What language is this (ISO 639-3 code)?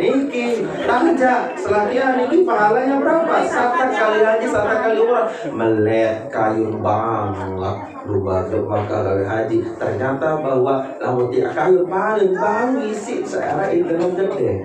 sas